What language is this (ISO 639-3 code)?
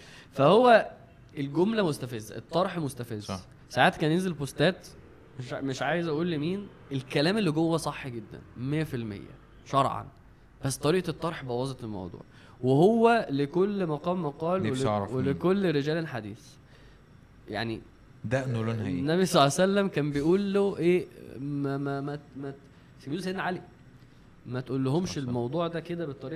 arz